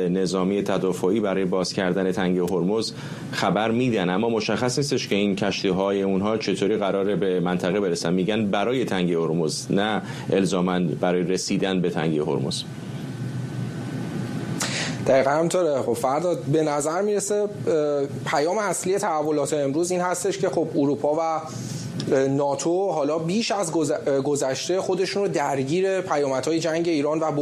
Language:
Persian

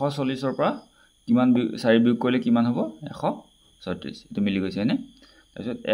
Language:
Assamese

